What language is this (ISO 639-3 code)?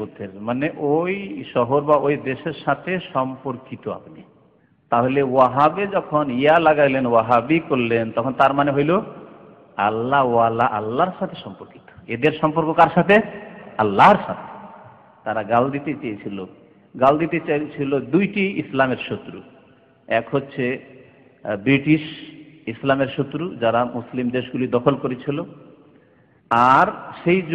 ben